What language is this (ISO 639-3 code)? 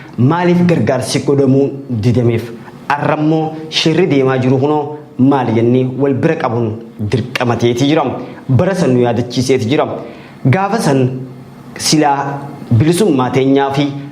orm